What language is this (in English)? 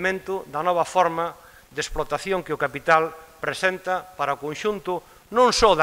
Galician